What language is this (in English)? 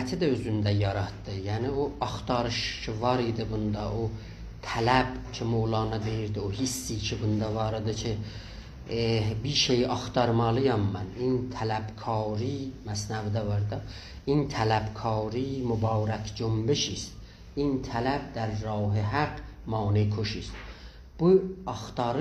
South Azerbaijani